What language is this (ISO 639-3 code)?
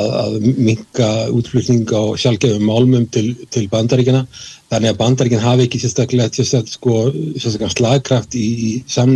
isl